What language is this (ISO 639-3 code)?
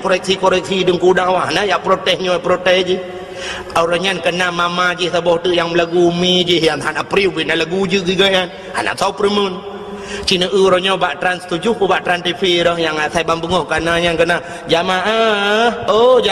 ace